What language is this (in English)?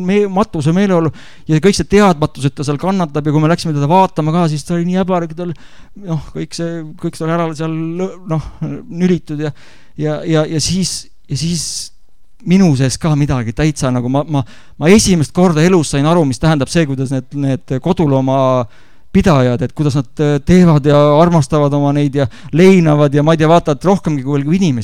Estonian